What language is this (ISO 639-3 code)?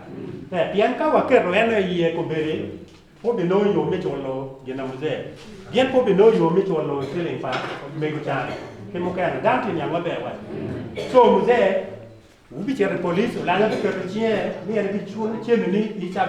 ach